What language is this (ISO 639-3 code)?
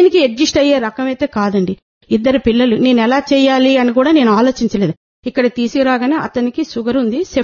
tel